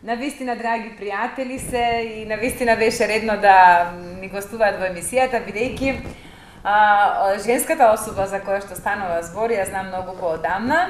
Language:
Macedonian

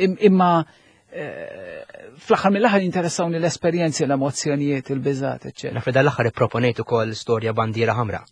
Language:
Maltese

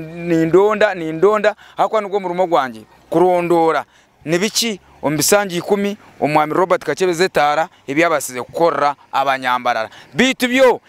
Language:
Nyankole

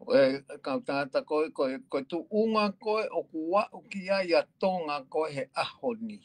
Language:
Tongan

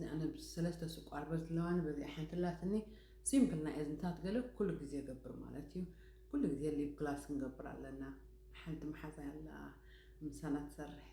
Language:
Tigrinya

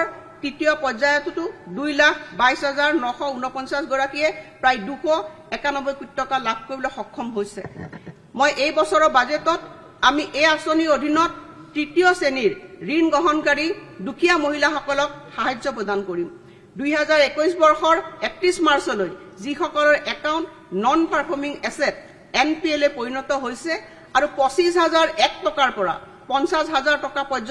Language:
Assamese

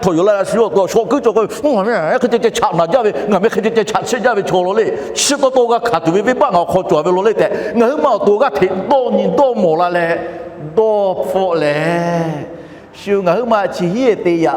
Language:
Lahu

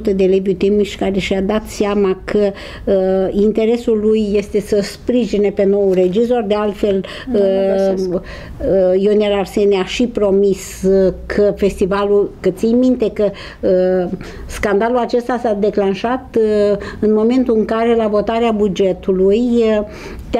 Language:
Romanian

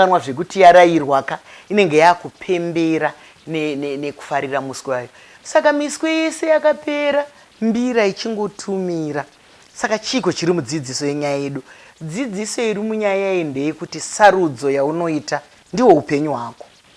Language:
Shona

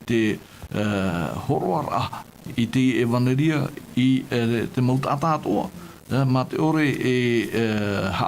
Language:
Tahitian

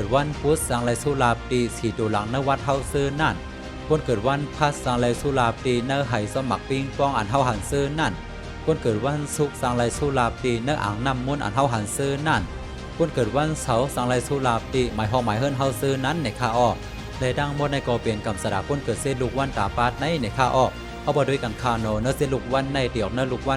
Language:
Shan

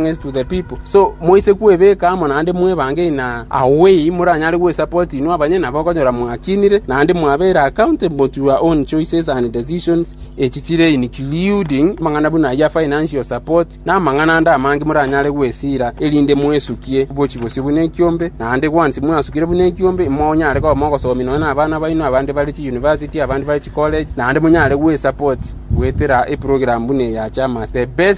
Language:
Gusii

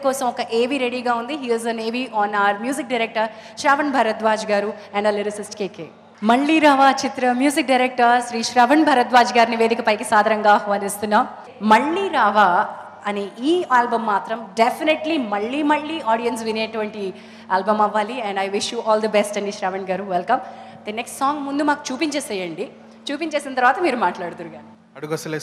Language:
Telugu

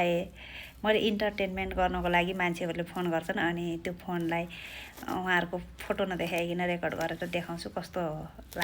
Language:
Nepali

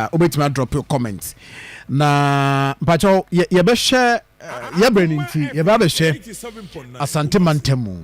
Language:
Akan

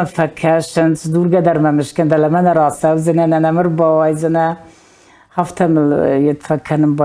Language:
Ossetic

